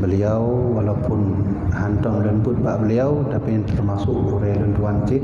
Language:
Achinese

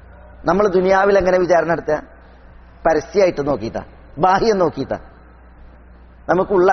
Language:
Malayalam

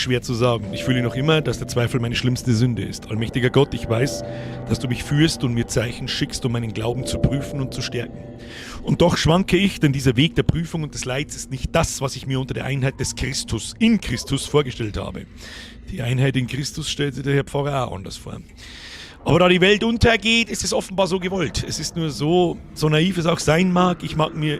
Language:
Bavarian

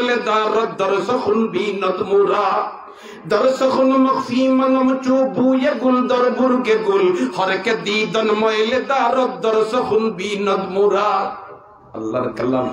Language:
Sylheti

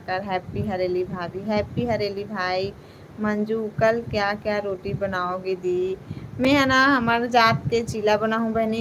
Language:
Chhattisgarhi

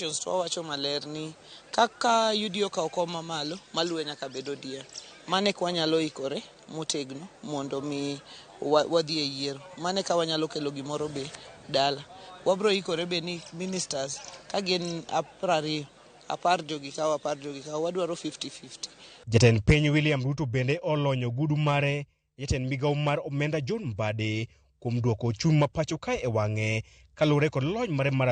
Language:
Luo (Kenya and Tanzania)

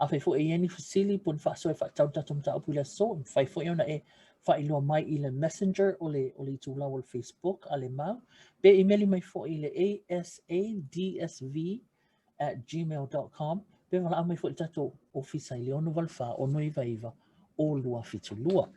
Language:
Samoan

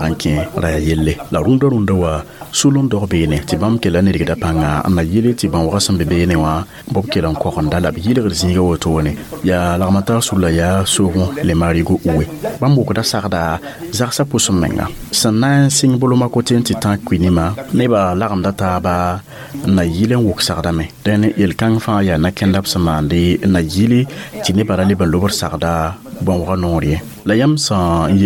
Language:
Mossi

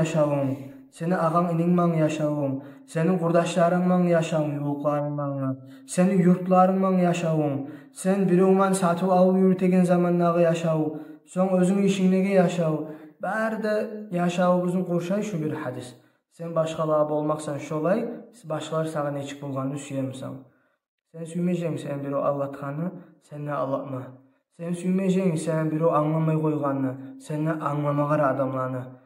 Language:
Kumyk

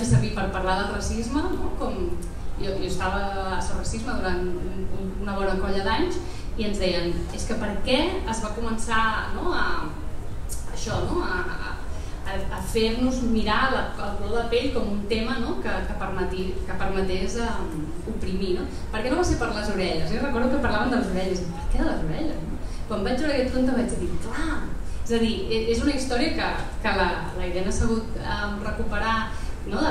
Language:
Catalan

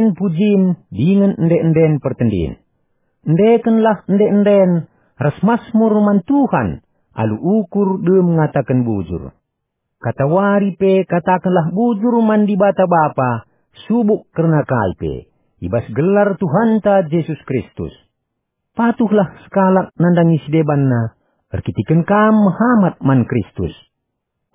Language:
Batak Karo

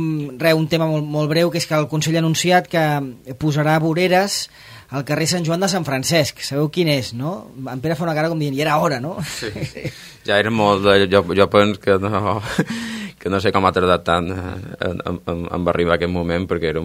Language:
Catalan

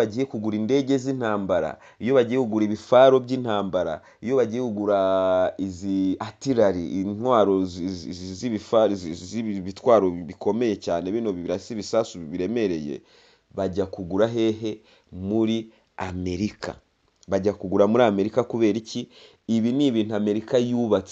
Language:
Kinyarwanda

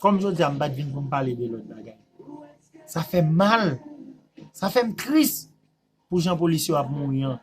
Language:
Haitian Creole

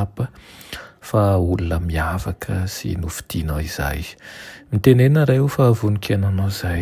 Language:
Malagasy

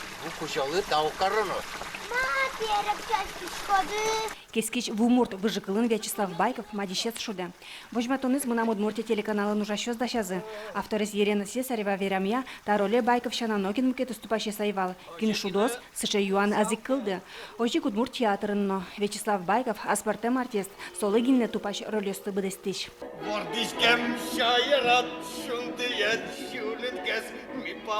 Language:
Udmurt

